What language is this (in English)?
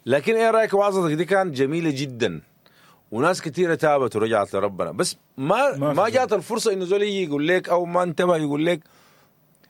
Sudanese Arabic